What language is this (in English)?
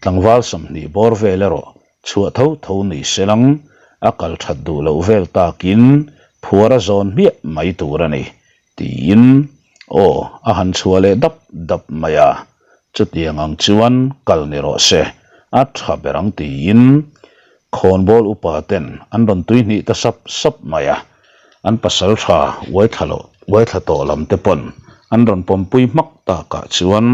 Mizo